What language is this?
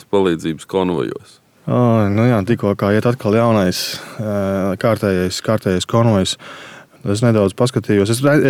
Latvian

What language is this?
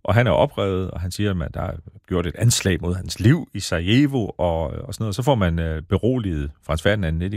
Danish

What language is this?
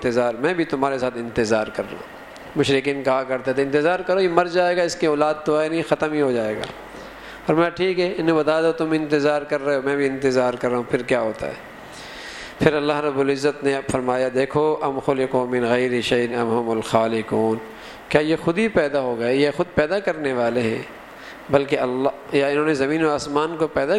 Urdu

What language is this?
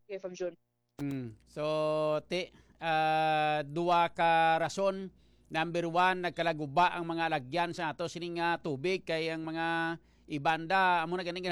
Hiligaynon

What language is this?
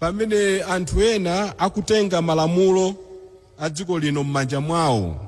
Nyanja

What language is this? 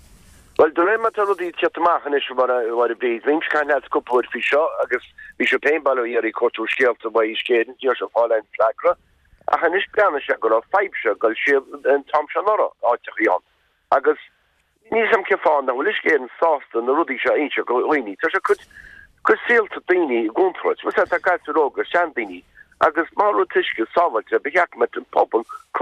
Irish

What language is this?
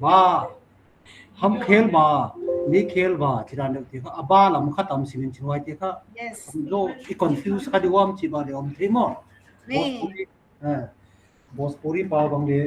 Paite Chin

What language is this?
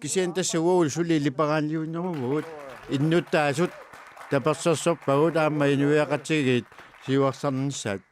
Kalaallisut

